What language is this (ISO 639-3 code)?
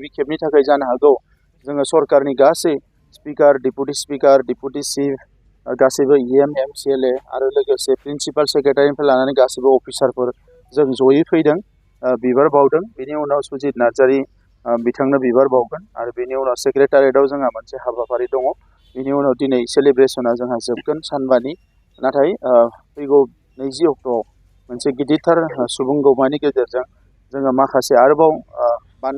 brx